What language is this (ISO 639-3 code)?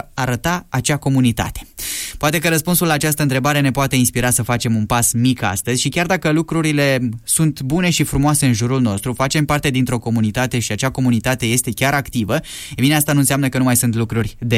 ron